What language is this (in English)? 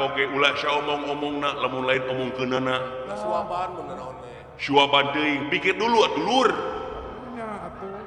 Sundanese